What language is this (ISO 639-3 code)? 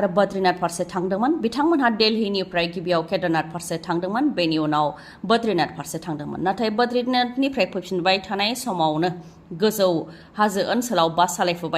brx